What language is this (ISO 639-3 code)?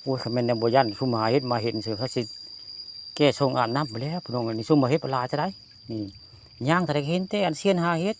tts